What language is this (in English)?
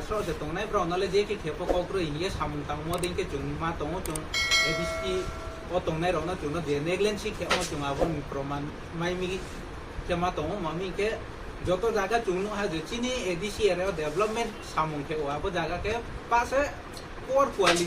Kok Borok